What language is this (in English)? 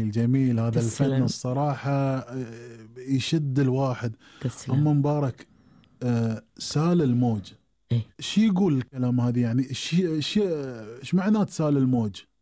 Gulf Arabic